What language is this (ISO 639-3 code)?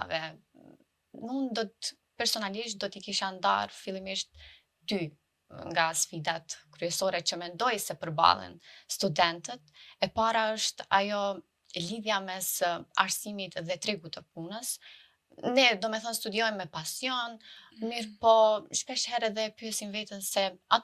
sqi